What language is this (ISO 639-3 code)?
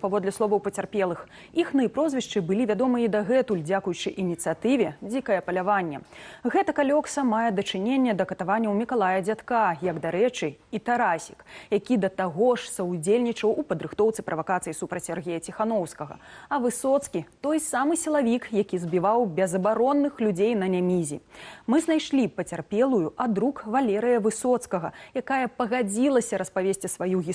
bel